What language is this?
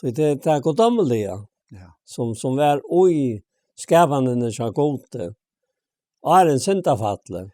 Faroese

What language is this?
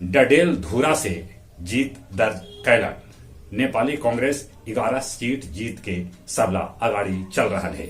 Magahi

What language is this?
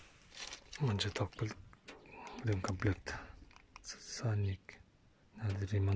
Kazakh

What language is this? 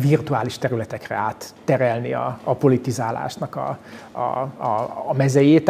Hungarian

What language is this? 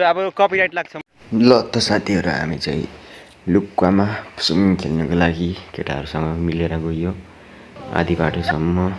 Nepali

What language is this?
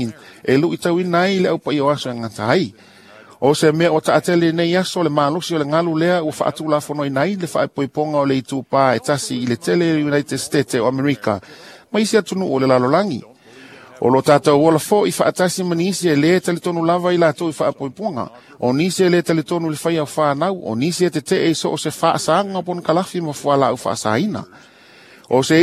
Samoan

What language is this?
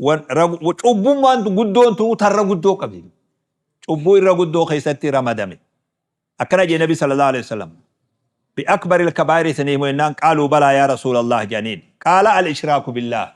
Oromo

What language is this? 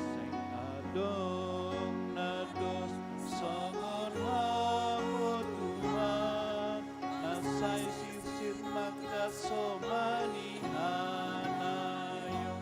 Batak Simalungun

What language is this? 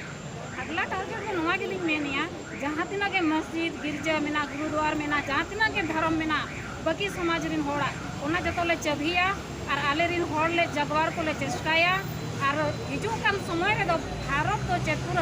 Santali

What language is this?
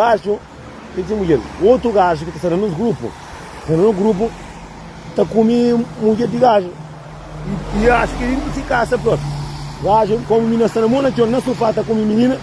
Kabuverdianu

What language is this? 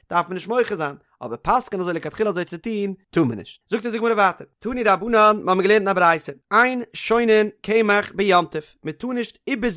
Yiddish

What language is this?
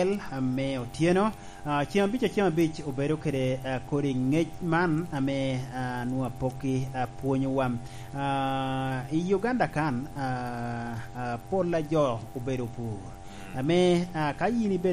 Lango (Uganda)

